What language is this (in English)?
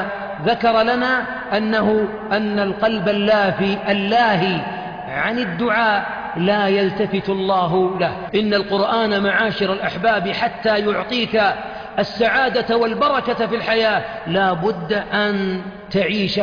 Arabic